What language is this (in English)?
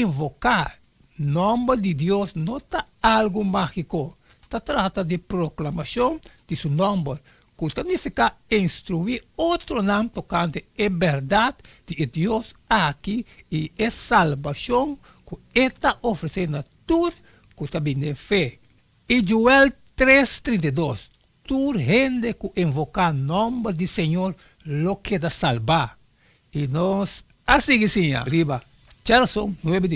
Papiamento